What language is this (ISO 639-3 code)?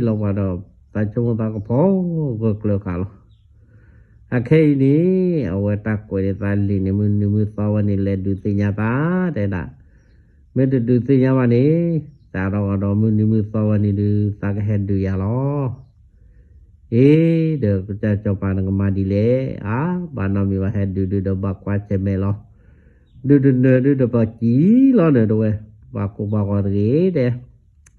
ksw